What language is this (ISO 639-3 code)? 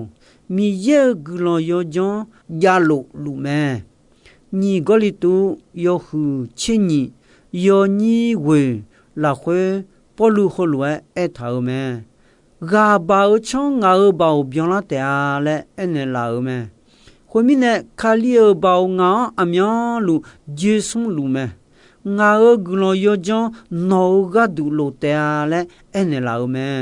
ahk